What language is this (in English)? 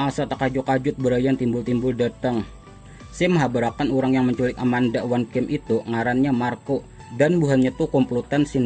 Banjar